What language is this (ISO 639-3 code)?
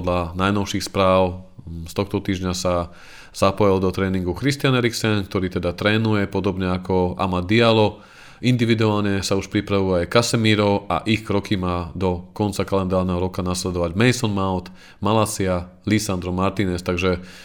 slk